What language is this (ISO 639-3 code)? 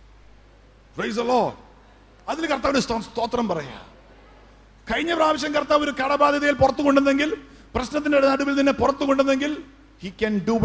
mal